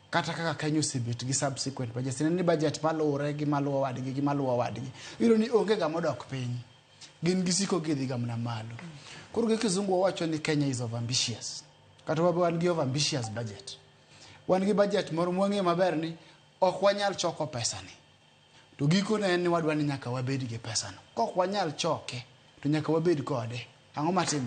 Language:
Luo (Kenya and Tanzania)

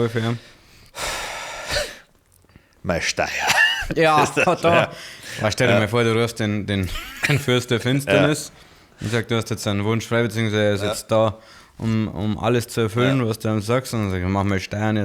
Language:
Bavarian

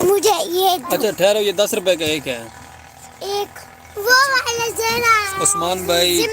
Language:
Saraiki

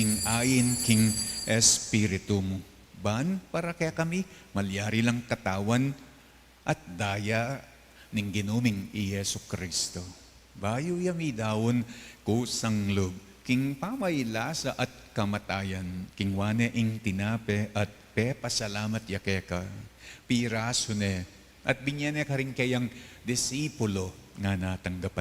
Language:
Pampanga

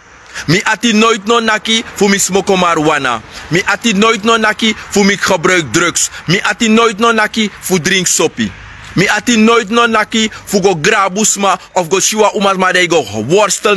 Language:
Sranan Tongo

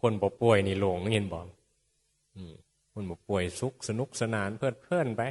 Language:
Northeastern Thai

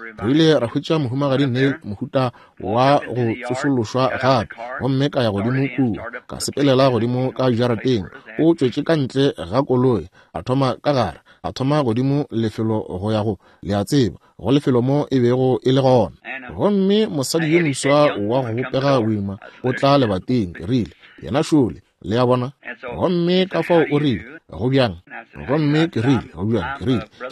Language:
Northern Sotho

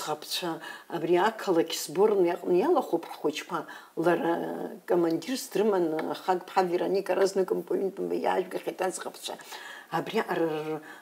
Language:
Abkhazian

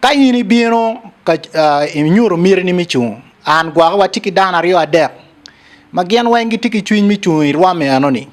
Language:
Acoli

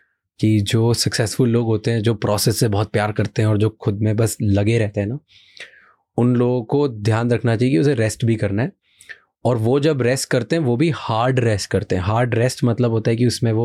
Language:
Hindi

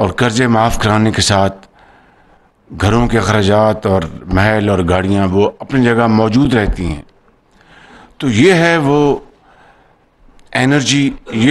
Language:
Urdu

